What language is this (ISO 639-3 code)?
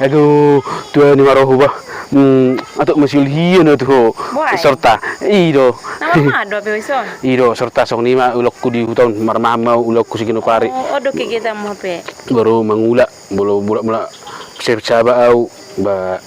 bbc